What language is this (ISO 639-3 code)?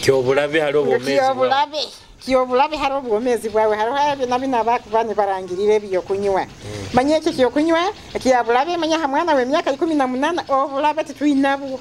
nyo